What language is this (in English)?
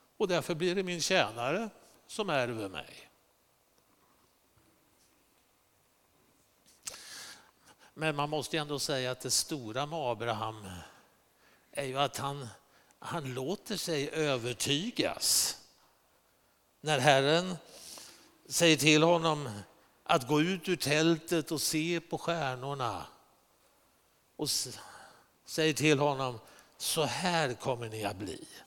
Swedish